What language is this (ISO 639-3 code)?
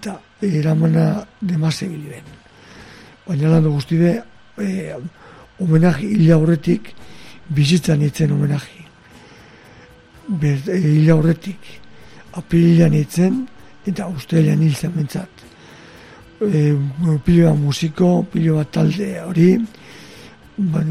eus